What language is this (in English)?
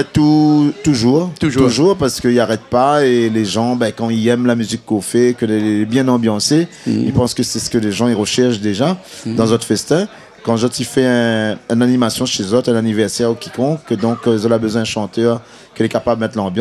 Réunion Creole French